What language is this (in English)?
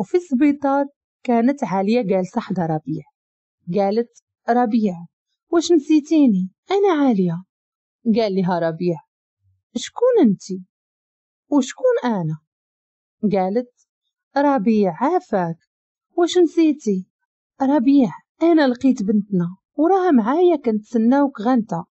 Moroccan Arabic